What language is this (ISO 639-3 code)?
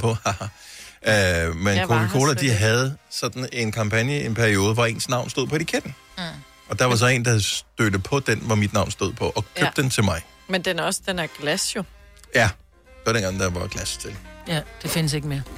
dan